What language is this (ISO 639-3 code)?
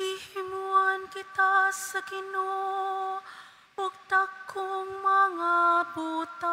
ceb